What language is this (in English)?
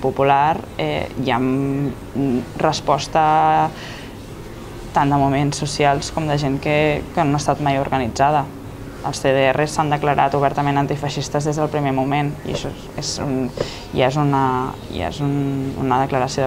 Catalan